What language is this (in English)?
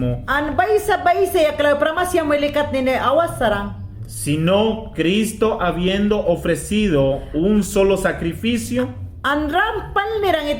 Mayangna